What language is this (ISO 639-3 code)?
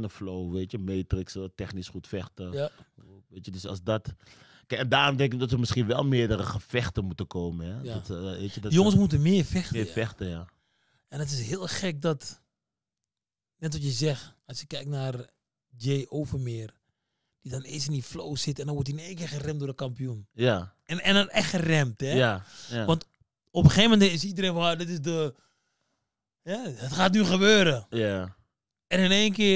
nld